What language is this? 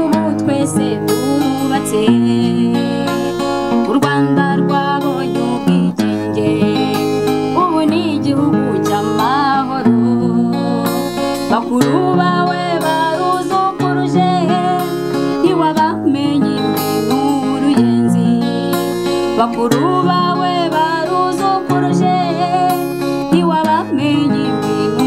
Kinyarwanda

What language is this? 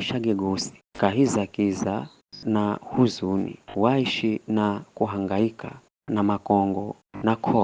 Giryama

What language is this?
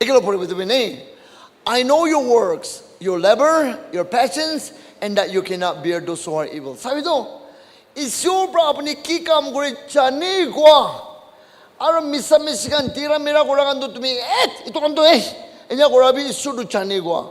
Naga Pidgin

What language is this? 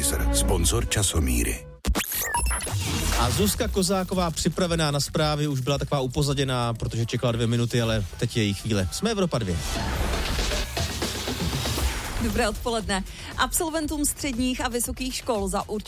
Czech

